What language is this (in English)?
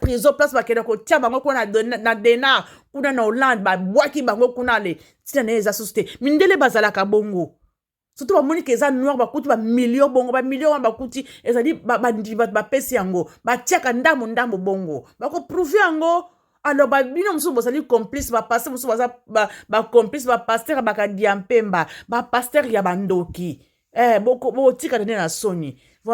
Lingala